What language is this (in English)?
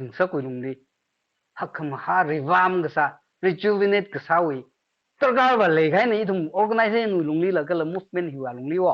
Tangkhul Naga (India)